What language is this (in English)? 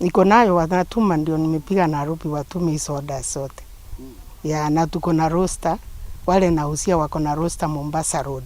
Kikuyu